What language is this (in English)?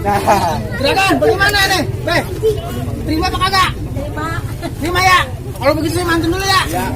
Betawi